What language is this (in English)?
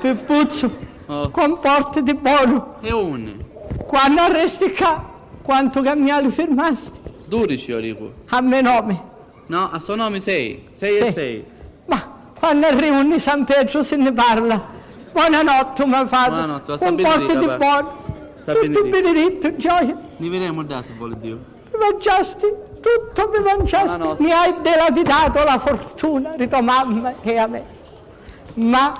Sicilian